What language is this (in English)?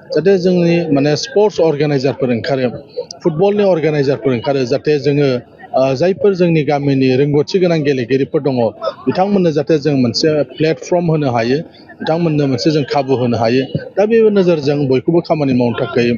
Bodo